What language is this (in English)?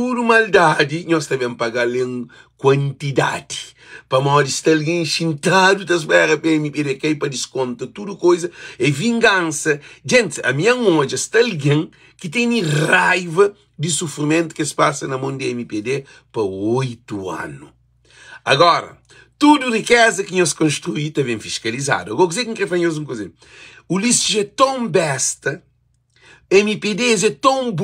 Kabuverdianu